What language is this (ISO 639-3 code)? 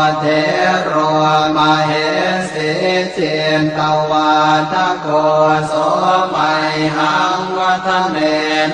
pli